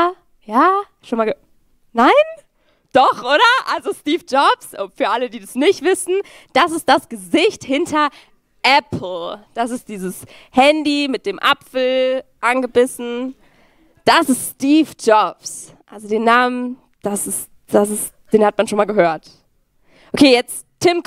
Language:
Swiss German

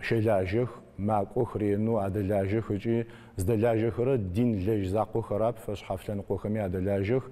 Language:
Adyghe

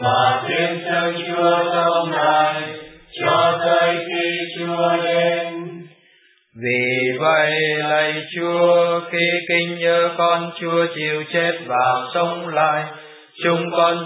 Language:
Vietnamese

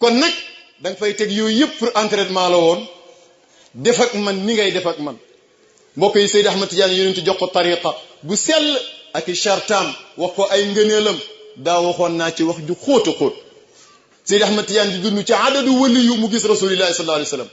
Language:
Wolof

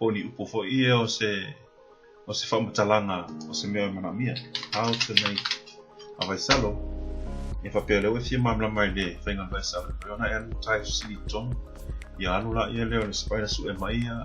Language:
Samoan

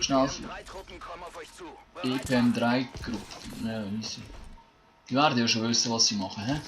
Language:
Swiss German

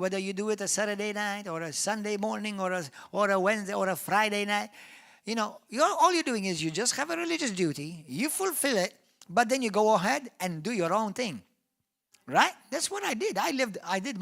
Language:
English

